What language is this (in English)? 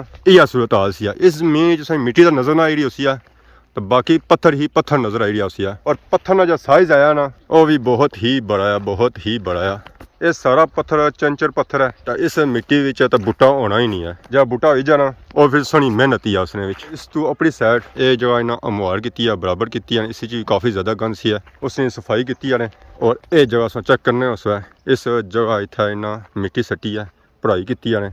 Pahari-Potwari